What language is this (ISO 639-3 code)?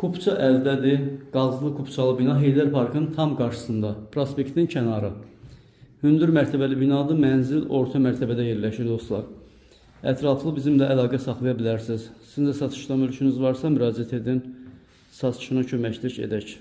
aze